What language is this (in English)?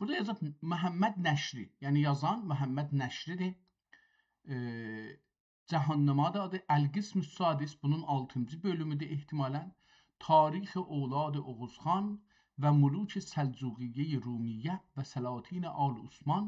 South Azerbaijani